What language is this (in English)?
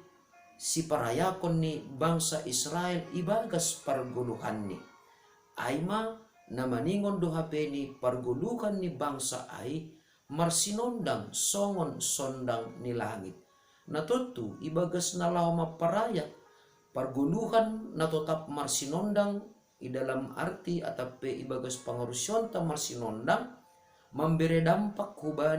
Batak Simalungun